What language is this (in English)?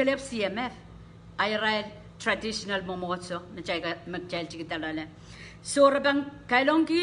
Pohnpeian